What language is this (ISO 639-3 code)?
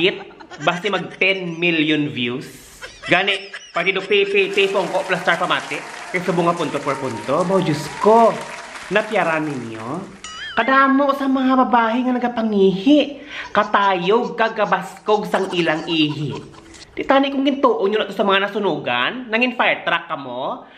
hil